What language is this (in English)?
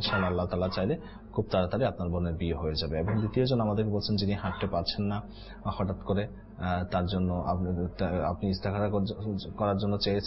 Bangla